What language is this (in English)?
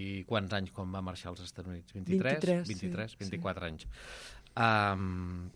Catalan